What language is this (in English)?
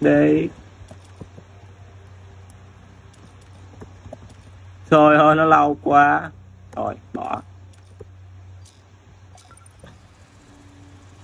Vietnamese